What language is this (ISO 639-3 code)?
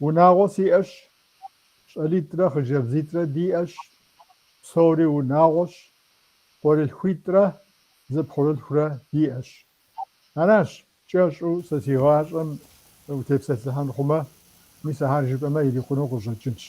kbd